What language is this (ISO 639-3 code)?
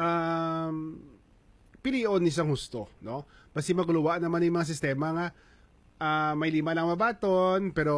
hil